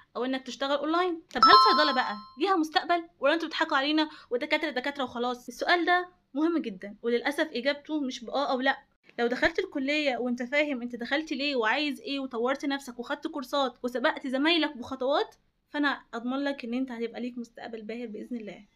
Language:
Egyptian Arabic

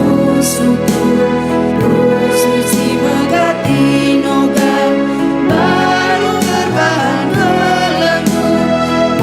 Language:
Batak Karo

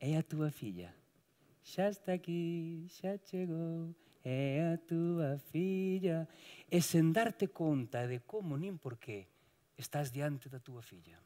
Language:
Galician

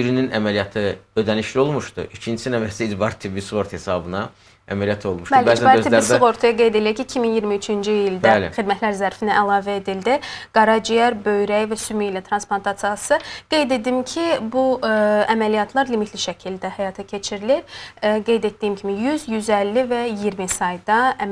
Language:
Azerbaijani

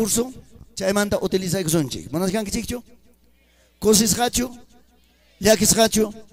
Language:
Ayacucho Quechua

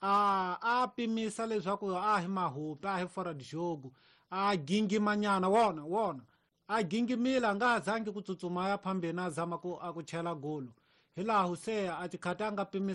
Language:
Tsonga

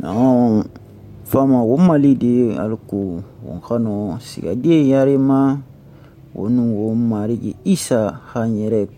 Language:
Susu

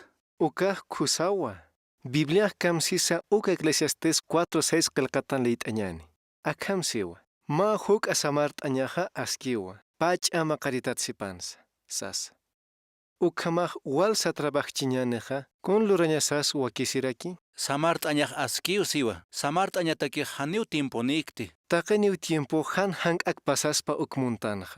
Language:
Aymara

